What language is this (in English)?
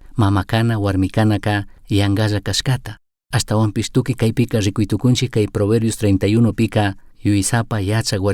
Chimborazo Highland Quichua